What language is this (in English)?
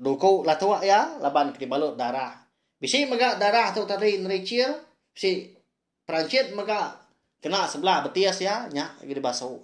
Iban